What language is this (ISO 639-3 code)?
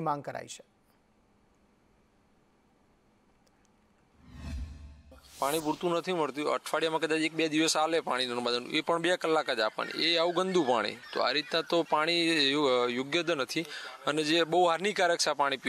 guj